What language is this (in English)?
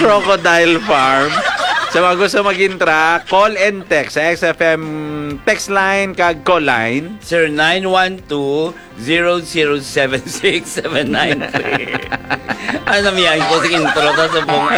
Hiligaynon